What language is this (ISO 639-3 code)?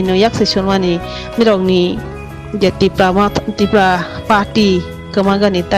ria